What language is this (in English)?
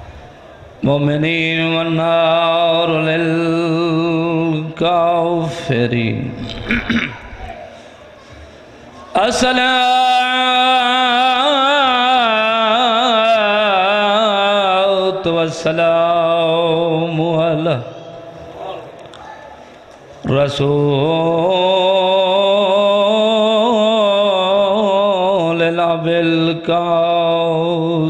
Urdu